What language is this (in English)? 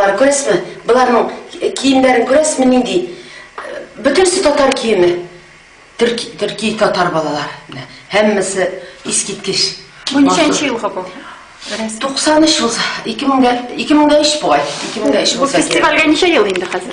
Tatar